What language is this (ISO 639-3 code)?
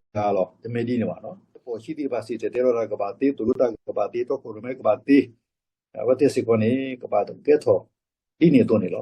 ksw